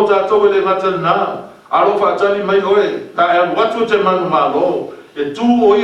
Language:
Samoan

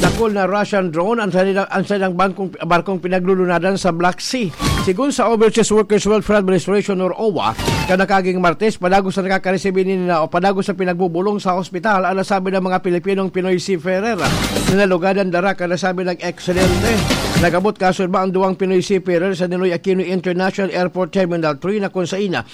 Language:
Bikol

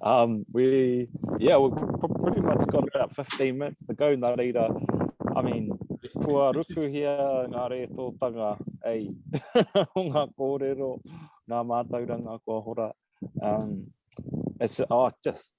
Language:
Māori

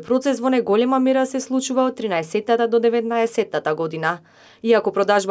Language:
Macedonian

